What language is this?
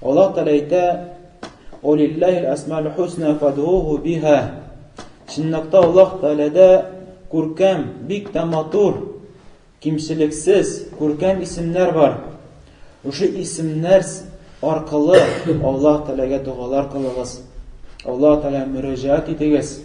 Tatar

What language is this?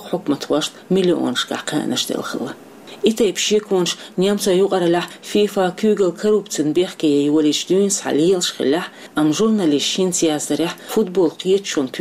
Chechen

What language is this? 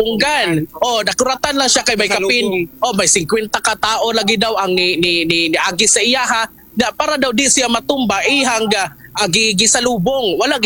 Cebuano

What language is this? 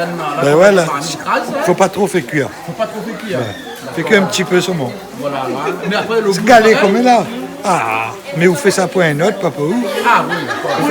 Réunion Creole French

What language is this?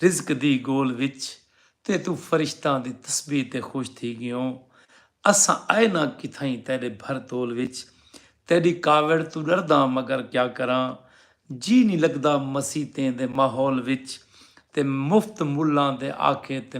Saraiki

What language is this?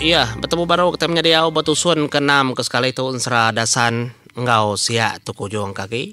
Iban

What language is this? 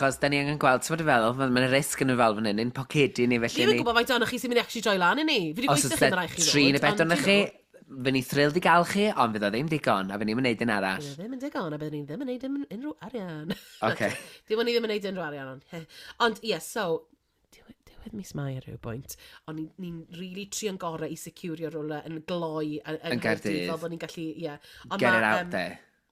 Welsh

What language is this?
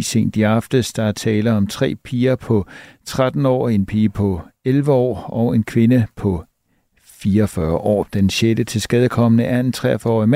Danish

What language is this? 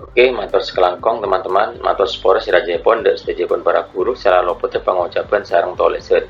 Madurese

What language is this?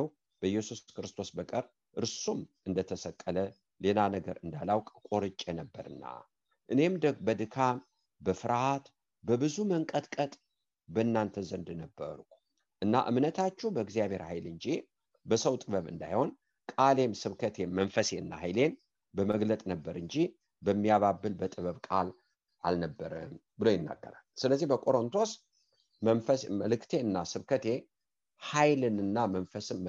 Amharic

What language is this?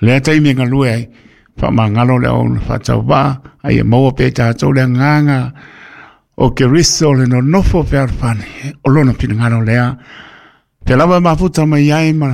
Samoan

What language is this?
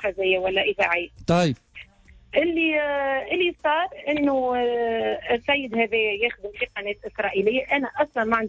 Tunisian Arabic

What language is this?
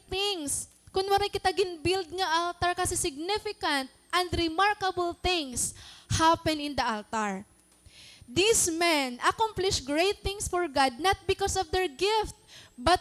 Waray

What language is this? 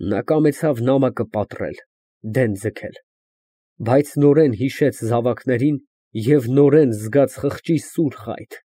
Armenian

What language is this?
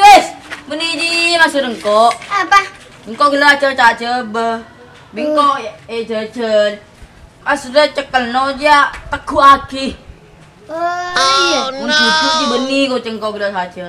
Madurese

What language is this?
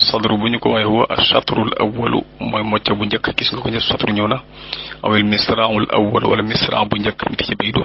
Wolof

